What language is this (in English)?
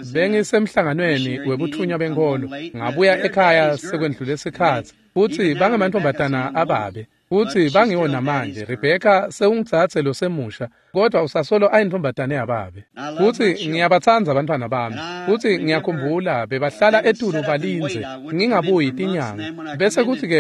Swati